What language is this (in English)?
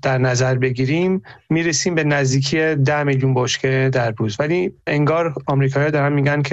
Persian